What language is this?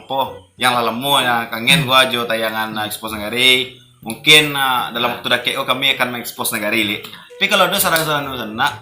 Minangkabau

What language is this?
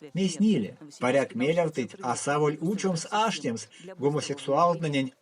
Erzya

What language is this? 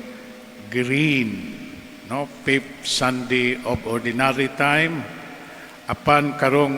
Cebuano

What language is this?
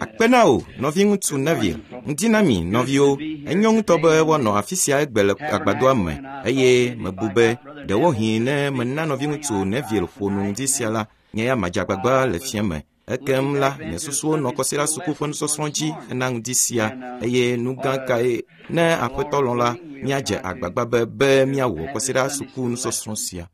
Ewe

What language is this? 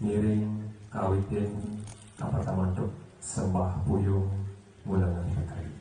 Balinese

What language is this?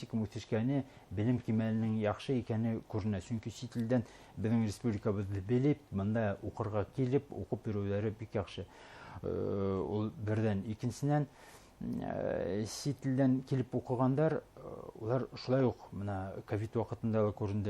Bashkir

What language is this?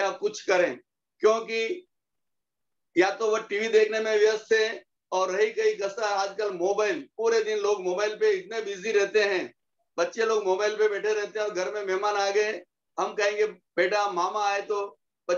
Hindi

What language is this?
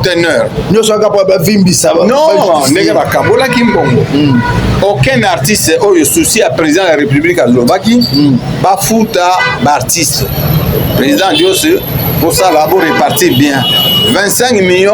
Lingala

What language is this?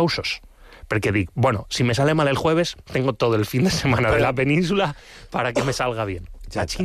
Catalan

